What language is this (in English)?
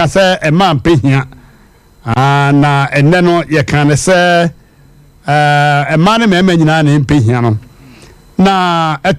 Akan